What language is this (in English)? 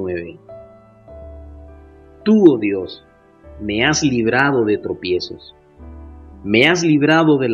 Spanish